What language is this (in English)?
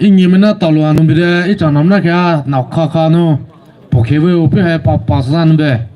Poumei Naga